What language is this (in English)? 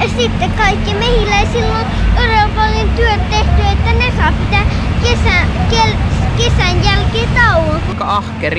Finnish